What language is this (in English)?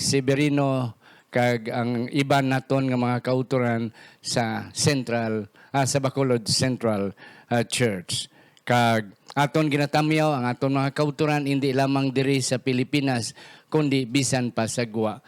Hiligaynon